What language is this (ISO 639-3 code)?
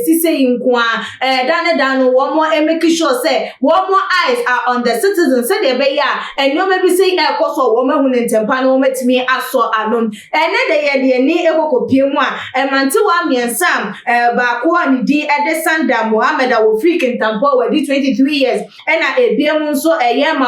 aka